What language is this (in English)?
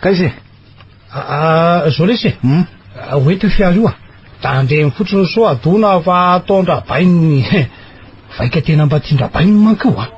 Malagasy